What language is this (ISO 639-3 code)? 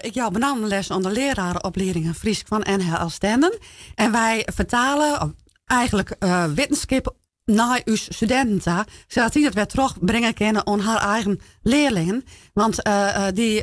fry